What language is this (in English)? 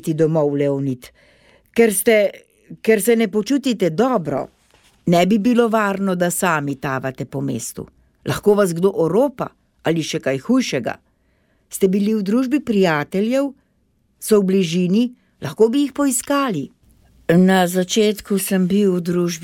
Slovenian